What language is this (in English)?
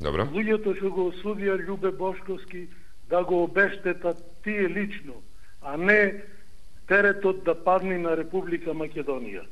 Macedonian